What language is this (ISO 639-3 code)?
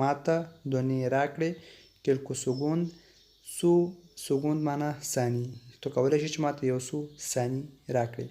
pus